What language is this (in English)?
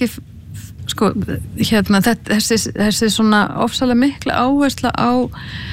Icelandic